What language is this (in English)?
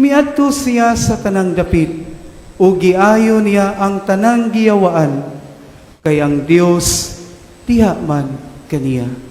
Cebuano